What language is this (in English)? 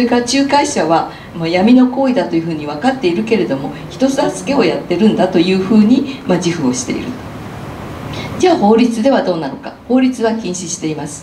Japanese